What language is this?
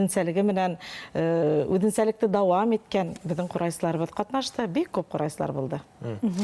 Bashkir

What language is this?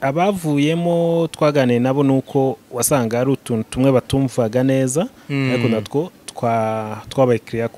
Kinyarwanda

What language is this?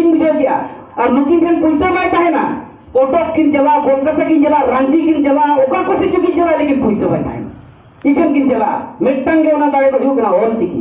Santali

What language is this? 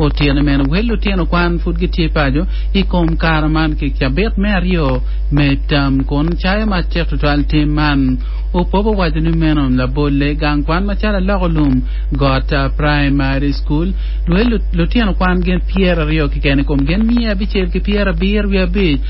Acoli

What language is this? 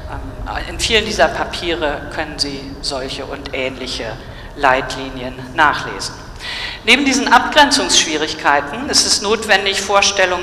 German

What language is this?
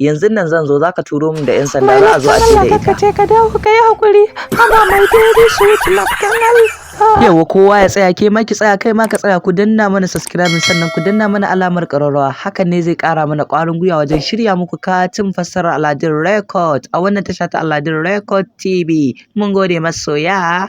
Hausa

